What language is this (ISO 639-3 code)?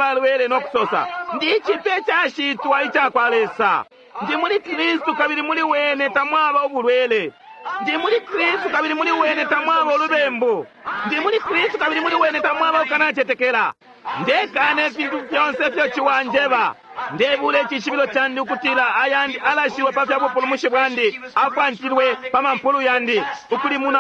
bem